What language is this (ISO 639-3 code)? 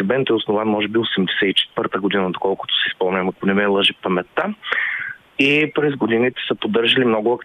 bul